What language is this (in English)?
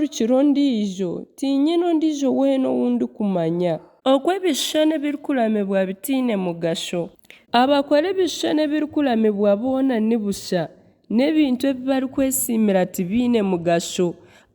Nyankole